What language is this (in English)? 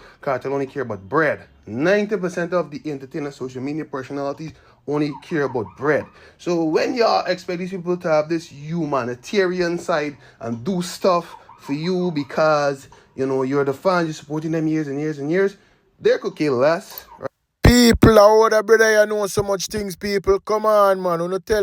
Jamaican Creole English